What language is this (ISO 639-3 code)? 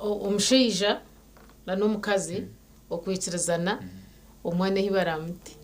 nyn